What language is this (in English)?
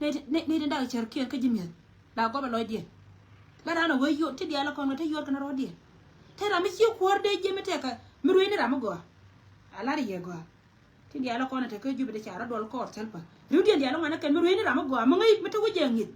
Nuer